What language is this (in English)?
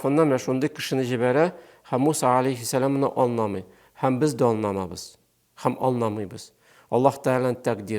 Tatar